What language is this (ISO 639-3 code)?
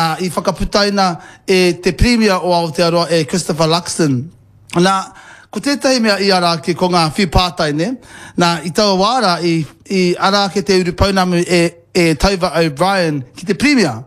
mri